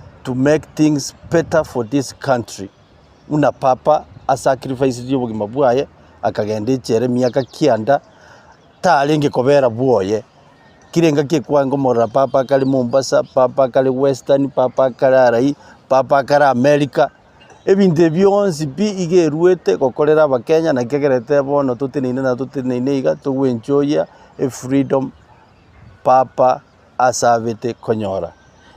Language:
Gusii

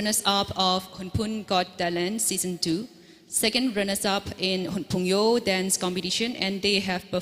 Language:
Tangkhul Naga (India)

